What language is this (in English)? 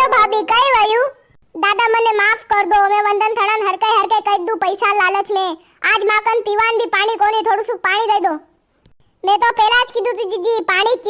Rajasthani